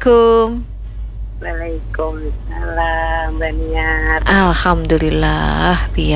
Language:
Banjar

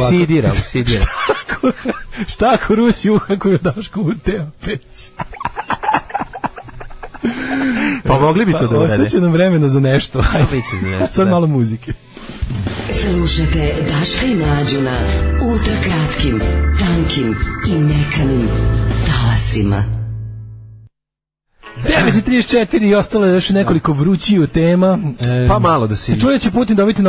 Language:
Serbian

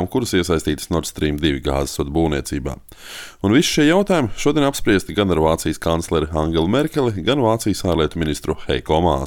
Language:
Latvian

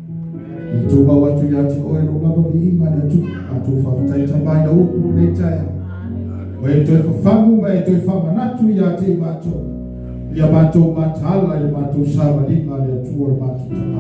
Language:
Samoan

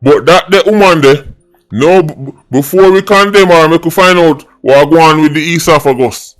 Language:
Jamaican Creole English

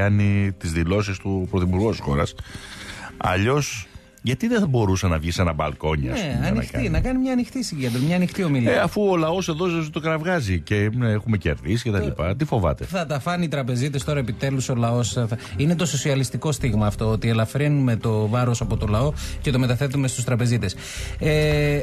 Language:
Greek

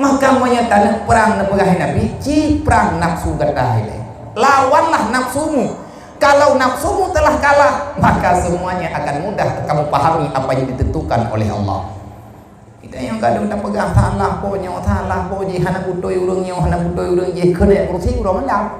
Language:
Achinese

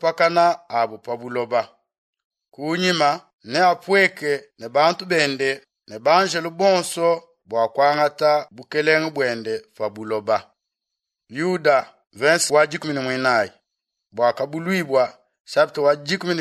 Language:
Luba-Lulua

